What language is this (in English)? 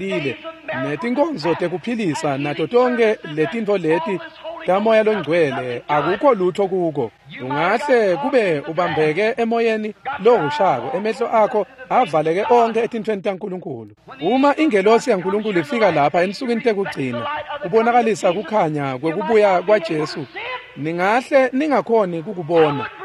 Swati